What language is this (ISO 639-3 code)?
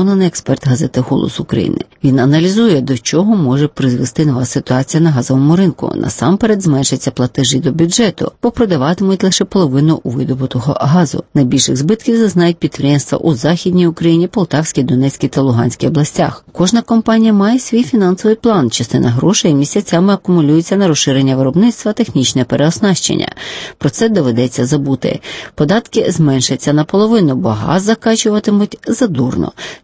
ukr